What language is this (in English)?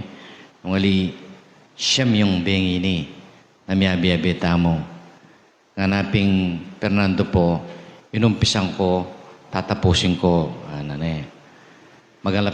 Pampanga